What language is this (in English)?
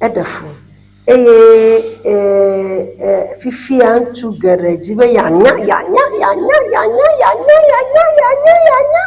Ewe